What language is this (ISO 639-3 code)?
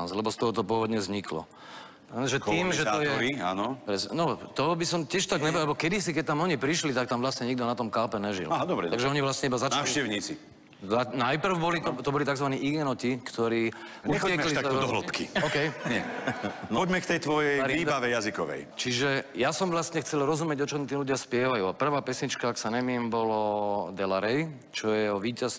slk